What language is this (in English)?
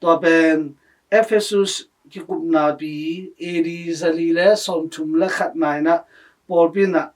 Tedim Chin